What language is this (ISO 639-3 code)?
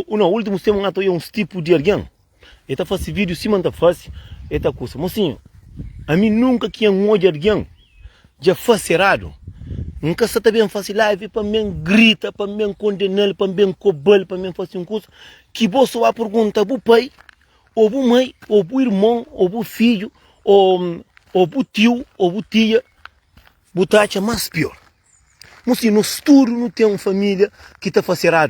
kea